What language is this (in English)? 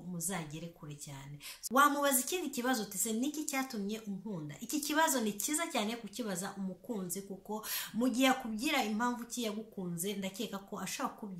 Kinyarwanda